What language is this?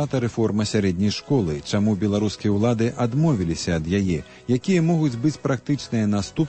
Belarusian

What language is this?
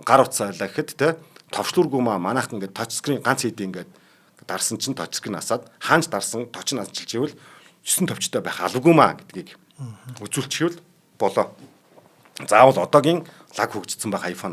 Mongolian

